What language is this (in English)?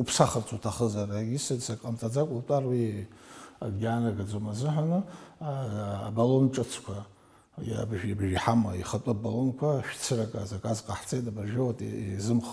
Abkhazian